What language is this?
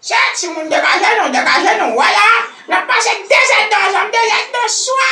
Haitian Creole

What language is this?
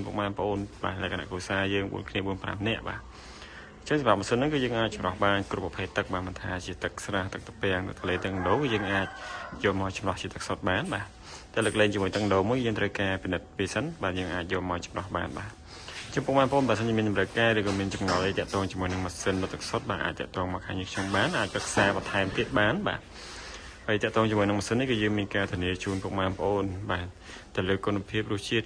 Khmer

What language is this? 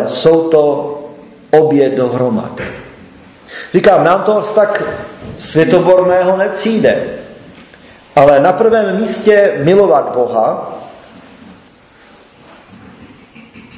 Czech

